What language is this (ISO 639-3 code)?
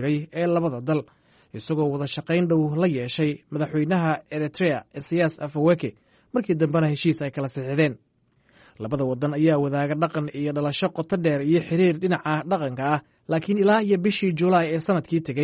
som